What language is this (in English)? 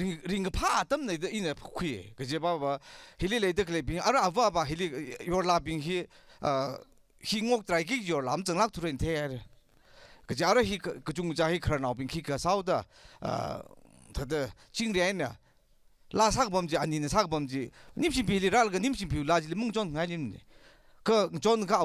Tangkhul Naga (India)